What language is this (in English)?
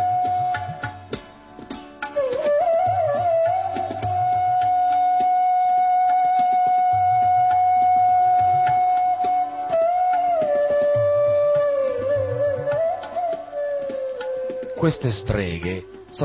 Italian